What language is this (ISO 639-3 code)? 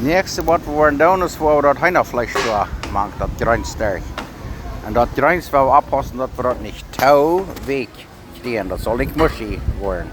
pdt